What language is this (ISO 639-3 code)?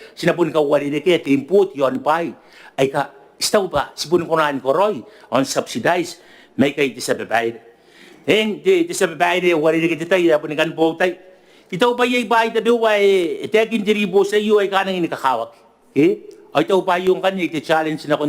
gil